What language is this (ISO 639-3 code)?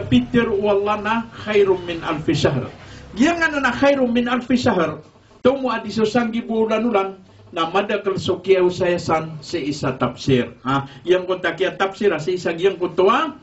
mrw